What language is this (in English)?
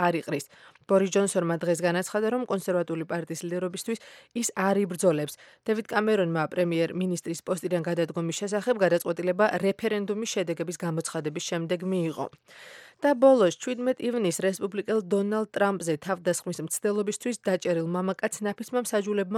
Georgian